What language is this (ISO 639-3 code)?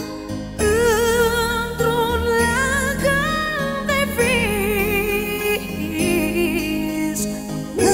ron